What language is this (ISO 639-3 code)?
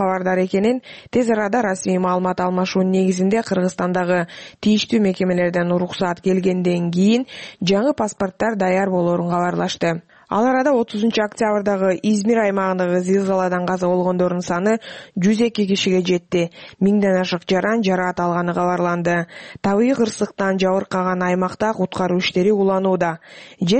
kir